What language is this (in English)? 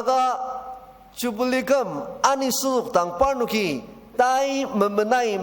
Ao Naga